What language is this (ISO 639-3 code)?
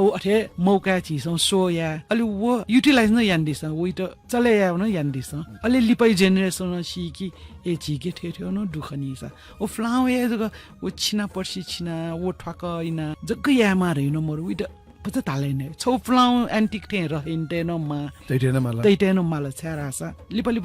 new